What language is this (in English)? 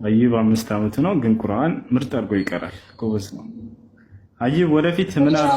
Amharic